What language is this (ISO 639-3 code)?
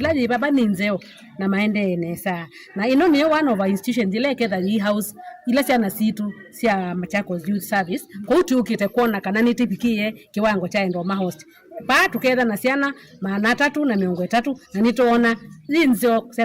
kam